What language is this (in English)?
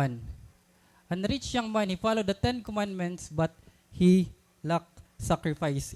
Waray